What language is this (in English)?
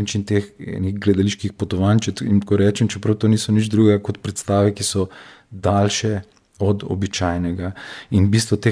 Slovenian